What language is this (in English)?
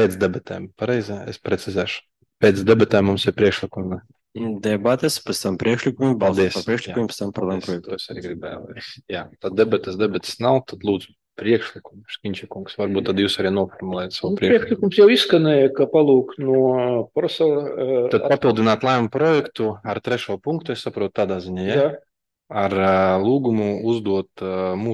Latvian